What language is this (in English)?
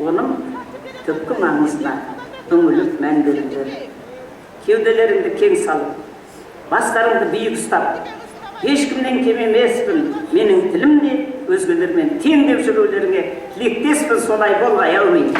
Kazakh